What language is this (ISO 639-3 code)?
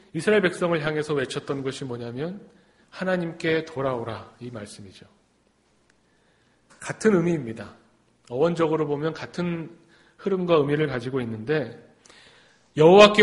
kor